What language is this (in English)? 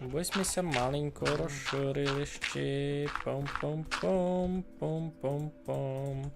Rusyn